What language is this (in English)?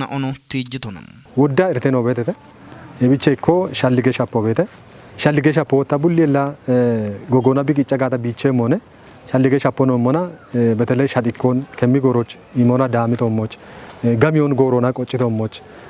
Kafa